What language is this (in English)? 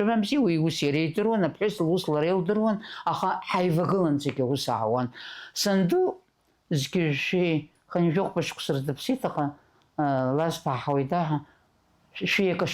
Abkhazian